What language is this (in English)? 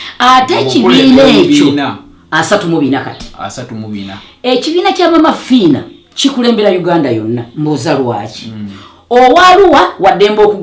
Ganda